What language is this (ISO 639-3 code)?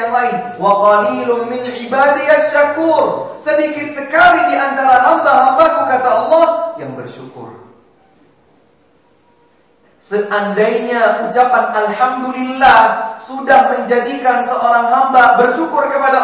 ind